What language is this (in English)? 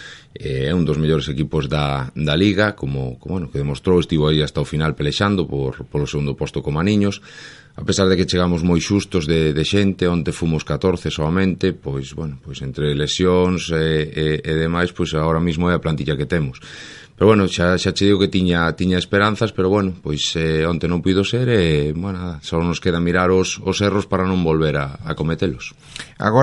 Galician